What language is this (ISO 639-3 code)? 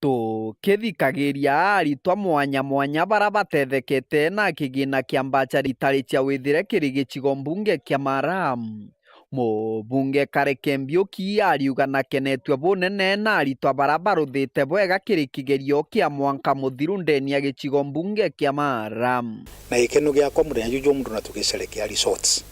mer